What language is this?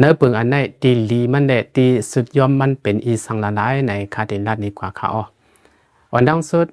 Shan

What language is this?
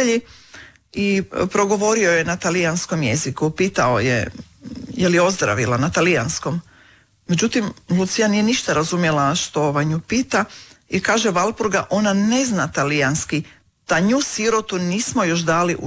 Croatian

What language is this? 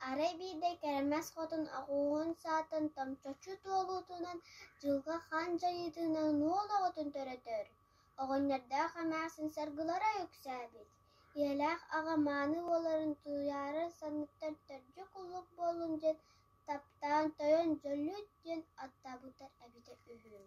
Yakut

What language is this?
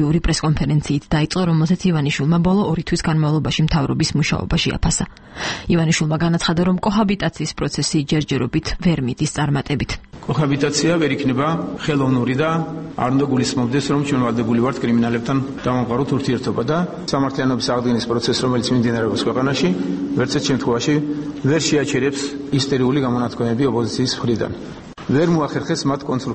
Georgian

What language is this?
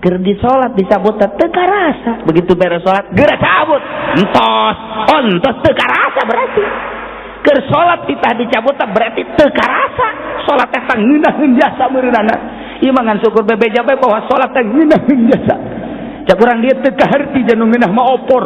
Sundanese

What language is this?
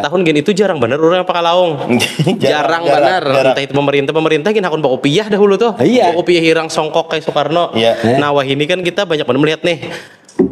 Banjar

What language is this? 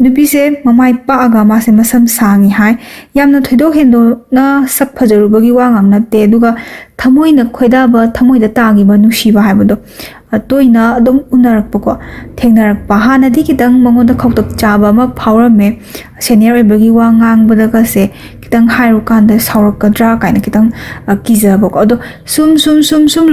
Manipuri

